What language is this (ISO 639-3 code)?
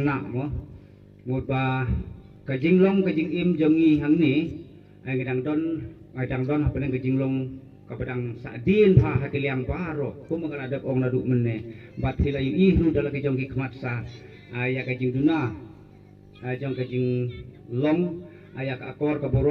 kha